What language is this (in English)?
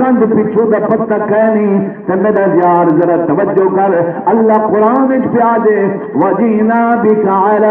Saraiki